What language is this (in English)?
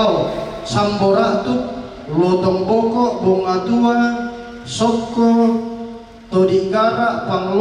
Toraja-Sa'dan